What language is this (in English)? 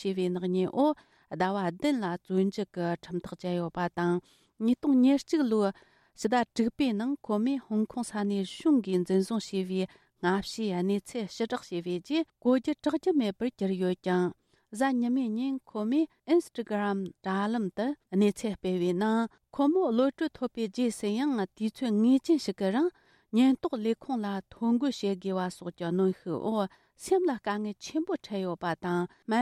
Tibetan